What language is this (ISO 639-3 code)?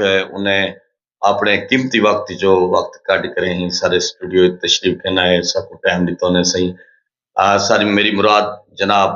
skr